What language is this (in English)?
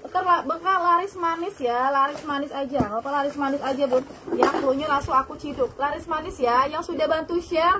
Indonesian